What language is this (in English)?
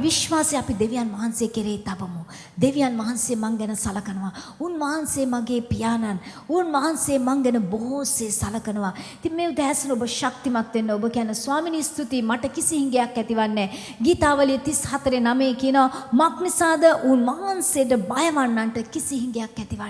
Sinhala